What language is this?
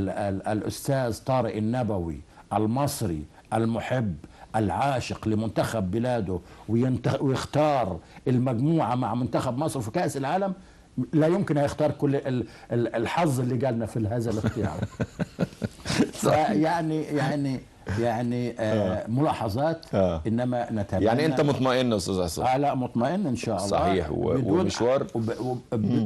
Egyptian Arabic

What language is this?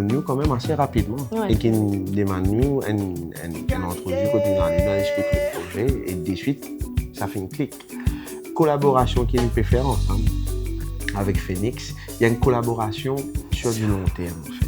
Morisyen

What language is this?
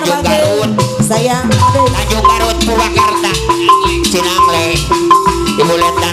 Sundanese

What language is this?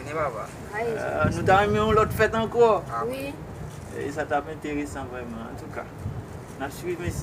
Haitian Creole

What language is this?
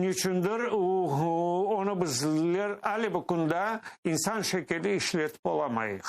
Crimean Tatar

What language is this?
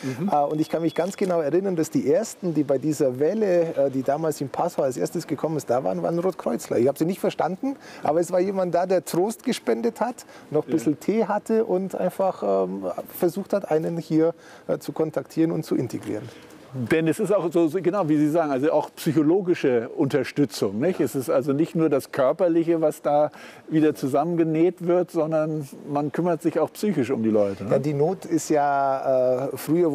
German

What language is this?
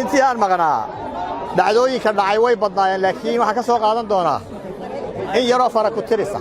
Somali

